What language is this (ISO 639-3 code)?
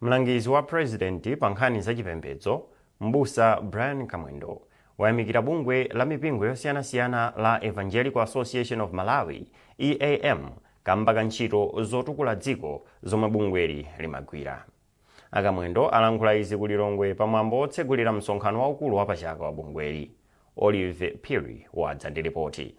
nya